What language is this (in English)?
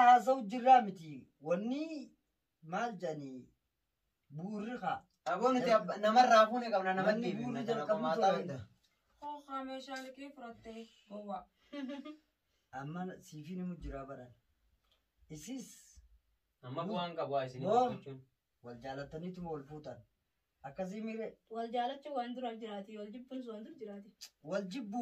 Oromo